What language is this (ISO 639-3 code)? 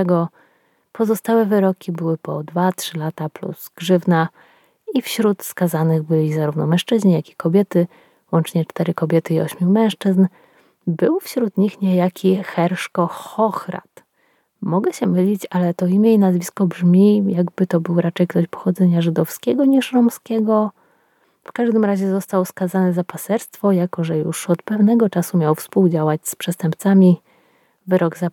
pol